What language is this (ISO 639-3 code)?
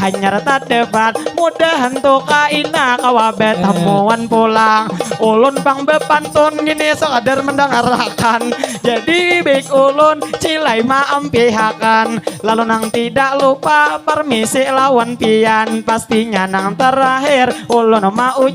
bjn